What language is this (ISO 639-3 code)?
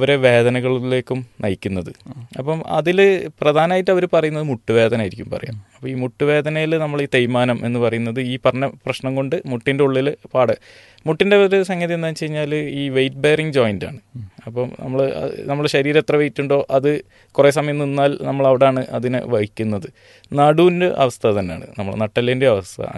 mal